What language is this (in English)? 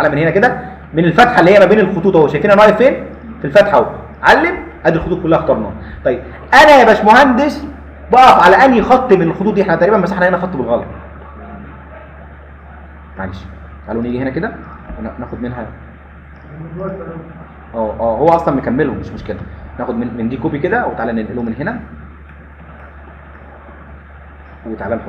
Egyptian Arabic